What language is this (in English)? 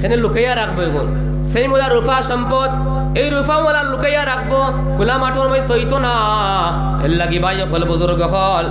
Sylheti